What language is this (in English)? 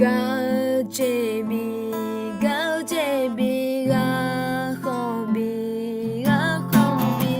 Akha